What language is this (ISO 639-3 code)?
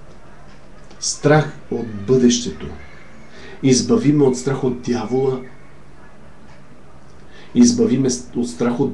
bul